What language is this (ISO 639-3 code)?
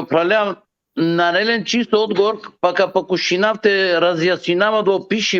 rmn